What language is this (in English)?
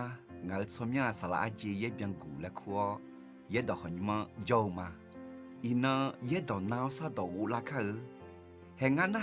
Akha